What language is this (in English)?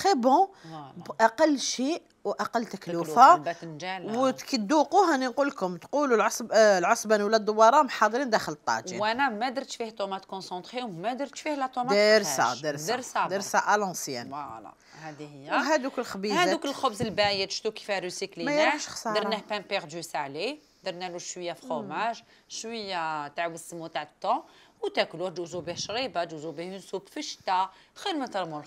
Algerian Arabic